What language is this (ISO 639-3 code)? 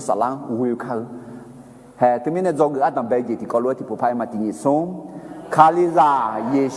ahk